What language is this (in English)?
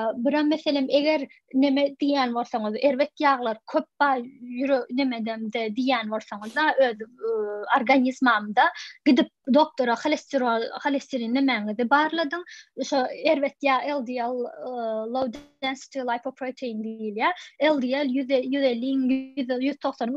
Turkmen